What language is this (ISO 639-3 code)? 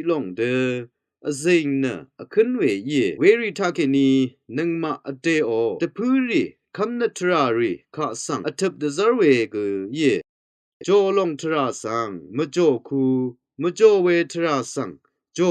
raw